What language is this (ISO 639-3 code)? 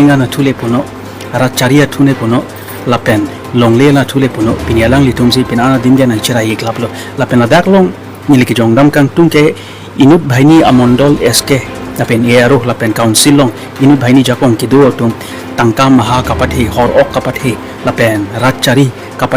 mjw